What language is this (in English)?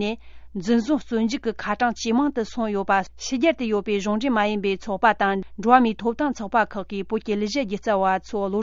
Tibetan